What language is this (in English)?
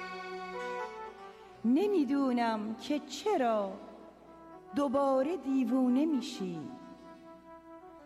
Persian